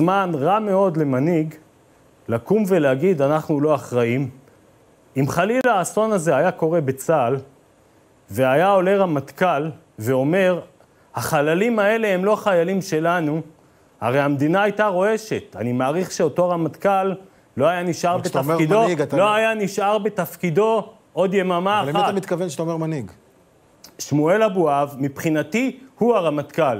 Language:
Hebrew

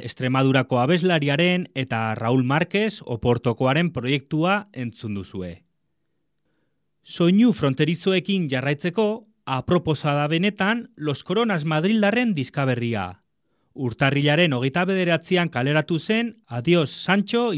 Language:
Basque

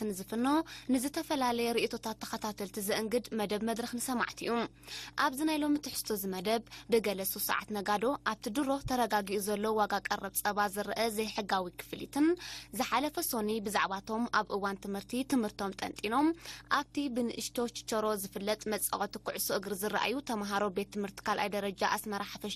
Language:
Tigrinya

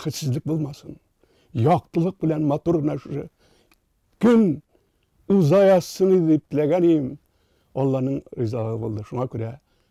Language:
Tatar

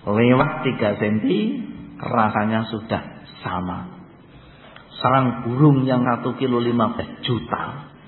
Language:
Indonesian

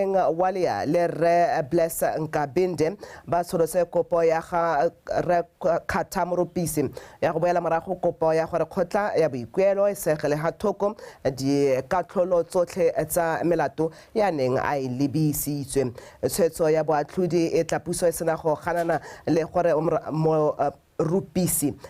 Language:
Tswana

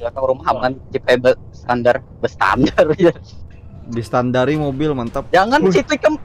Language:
Banjar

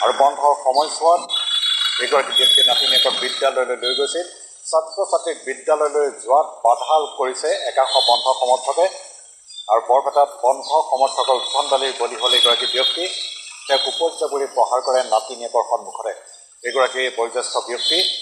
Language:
Assamese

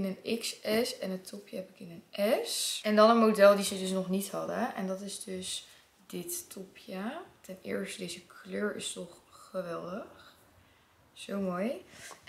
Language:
Dutch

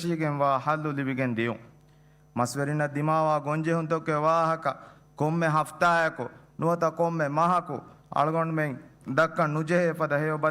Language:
Divehi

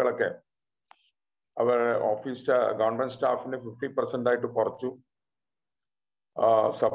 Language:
Malayalam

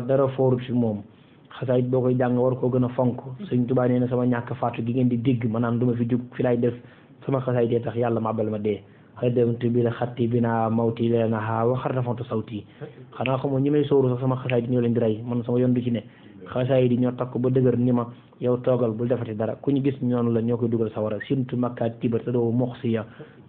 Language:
Wolof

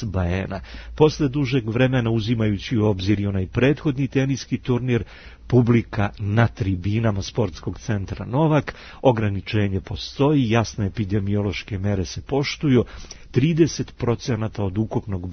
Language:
Serbian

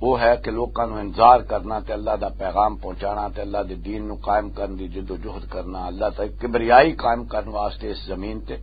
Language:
Western Panjabi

